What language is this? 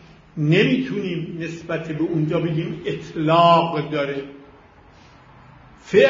Persian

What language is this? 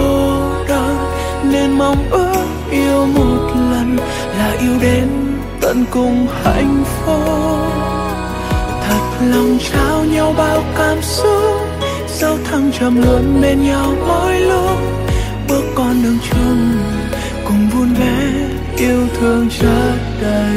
Vietnamese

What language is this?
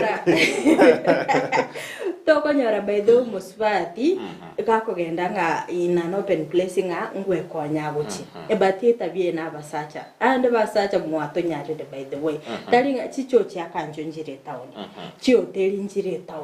Gusii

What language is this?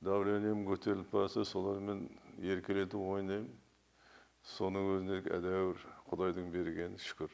Kazakh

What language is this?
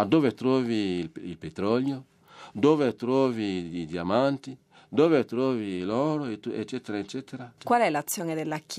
Italian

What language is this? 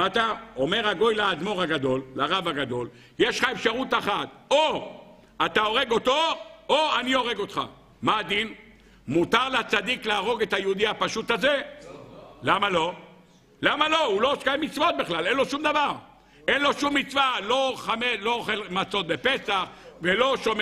Hebrew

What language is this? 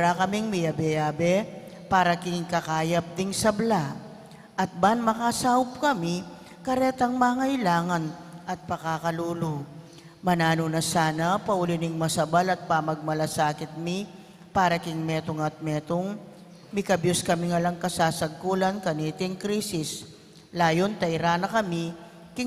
Pampanga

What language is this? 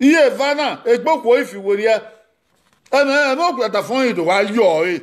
Bini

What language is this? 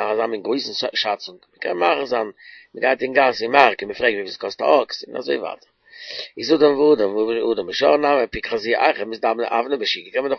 Yiddish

